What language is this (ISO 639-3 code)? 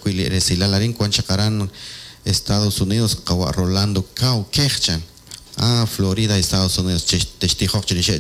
kek